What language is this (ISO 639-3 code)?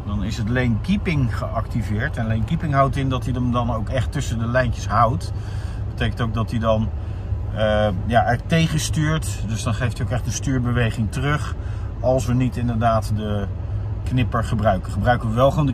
nld